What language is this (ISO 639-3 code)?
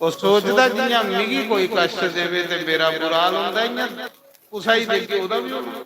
doi